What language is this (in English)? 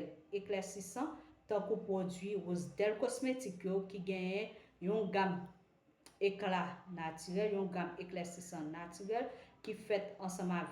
Haitian Creole